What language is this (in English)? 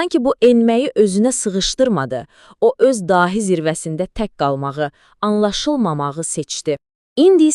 Azerbaijani